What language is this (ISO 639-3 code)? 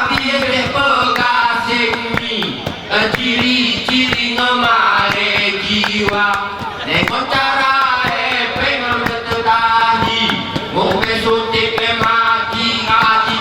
gay